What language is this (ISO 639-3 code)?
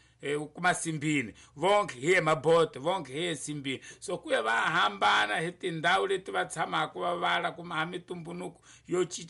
tso